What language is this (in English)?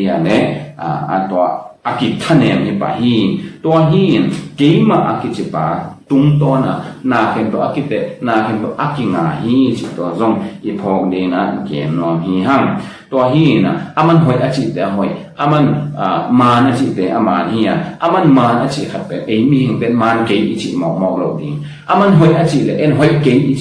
Tedim Chin